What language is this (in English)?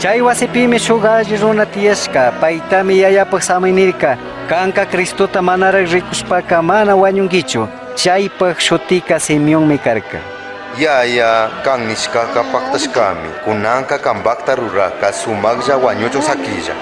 Chimborazo Highland Quichua